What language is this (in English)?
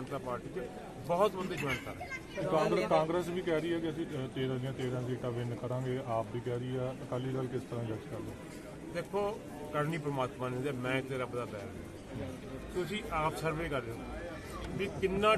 Hindi